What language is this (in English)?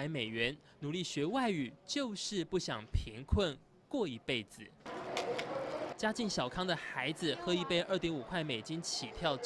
Chinese